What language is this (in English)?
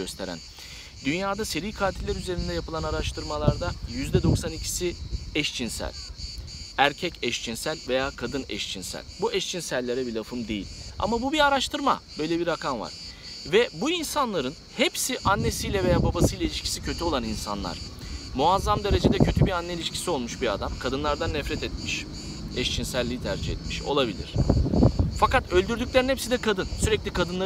Turkish